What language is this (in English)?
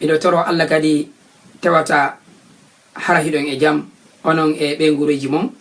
Fula